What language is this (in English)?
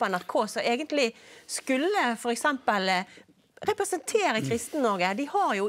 Norwegian